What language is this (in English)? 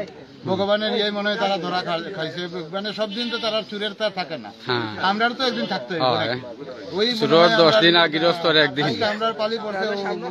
Sylheti